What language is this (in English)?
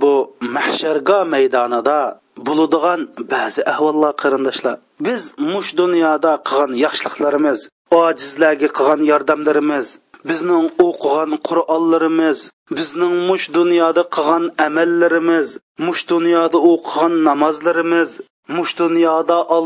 Uyghur